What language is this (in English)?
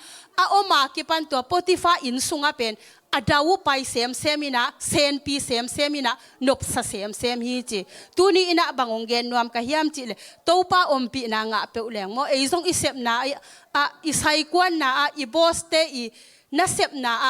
Tedim Chin